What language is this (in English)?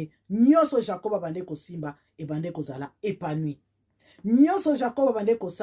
Lingala